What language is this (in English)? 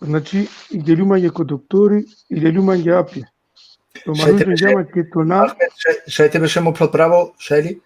Balkan Romani